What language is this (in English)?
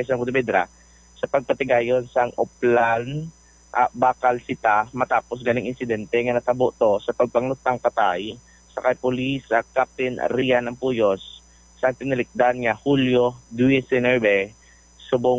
Hiligaynon